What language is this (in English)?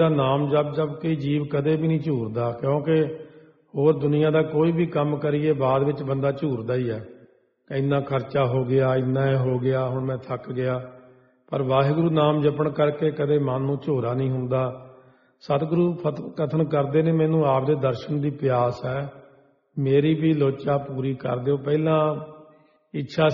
Punjabi